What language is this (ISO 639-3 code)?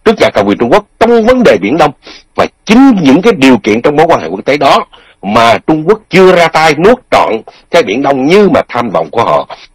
vie